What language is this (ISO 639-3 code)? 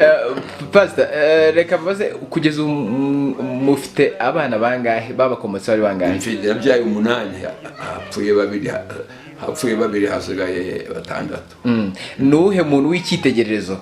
kin